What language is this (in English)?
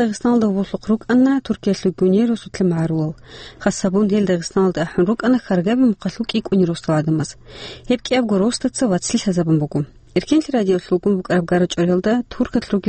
Avaric